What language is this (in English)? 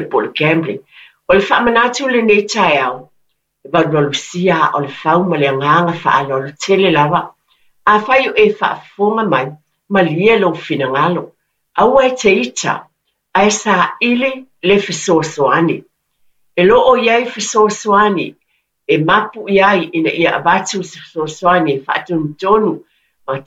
Samoan